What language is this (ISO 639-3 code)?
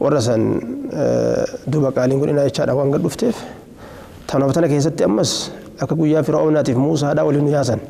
orm